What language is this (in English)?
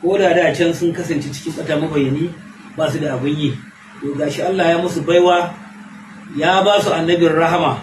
Hausa